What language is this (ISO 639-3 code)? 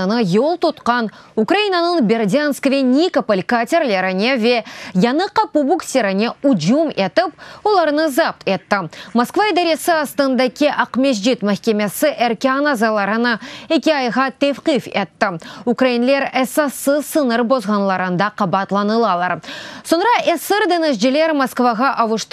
crh